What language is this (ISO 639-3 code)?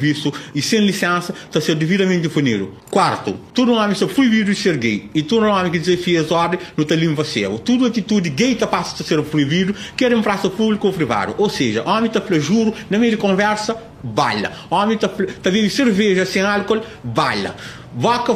kea